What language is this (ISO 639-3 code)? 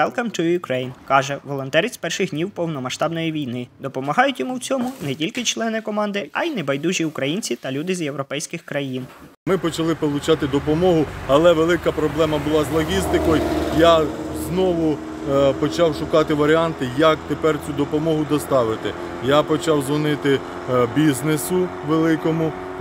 ukr